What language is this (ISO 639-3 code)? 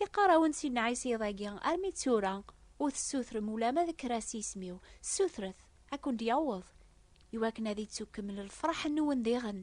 kab